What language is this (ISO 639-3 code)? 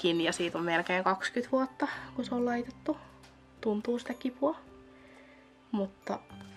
fin